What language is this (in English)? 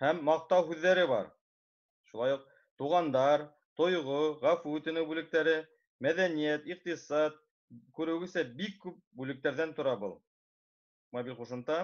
Bashkir